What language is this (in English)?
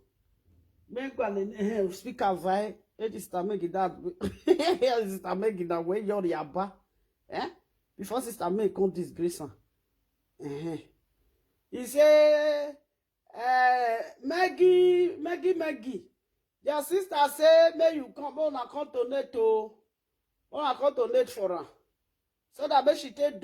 Nigerian Pidgin